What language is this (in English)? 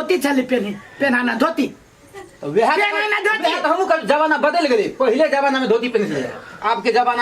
Maithili